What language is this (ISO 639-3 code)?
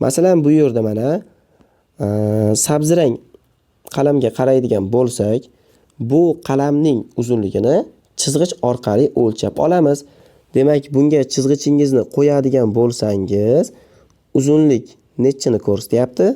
uzb